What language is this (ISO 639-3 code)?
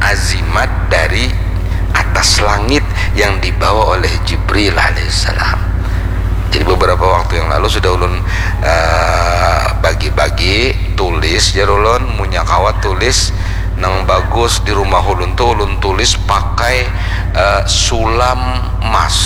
bjn